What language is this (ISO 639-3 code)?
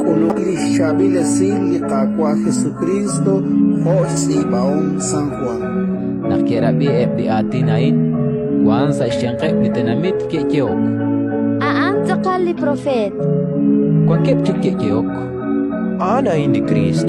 kek